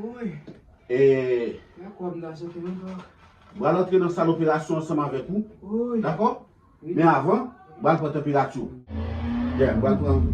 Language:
Haitian Creole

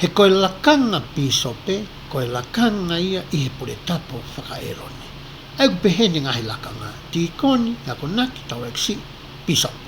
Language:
Tongan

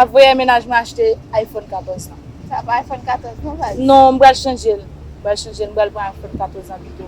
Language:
Haitian Creole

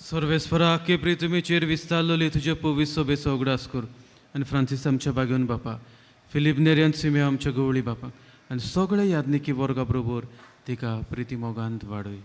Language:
Konkani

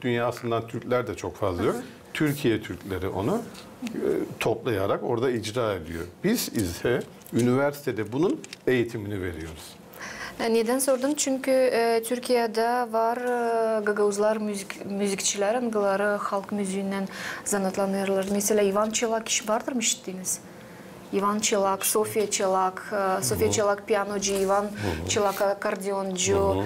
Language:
Gagauz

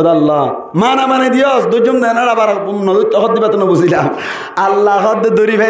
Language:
Rohingya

